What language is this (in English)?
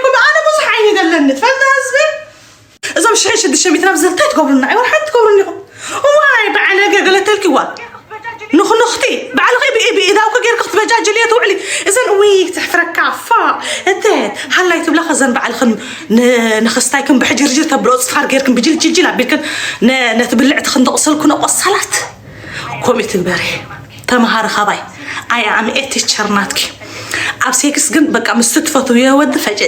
Tigrinya